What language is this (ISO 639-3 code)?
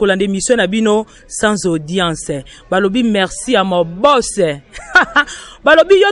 lin